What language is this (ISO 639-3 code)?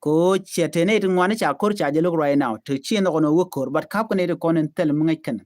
nus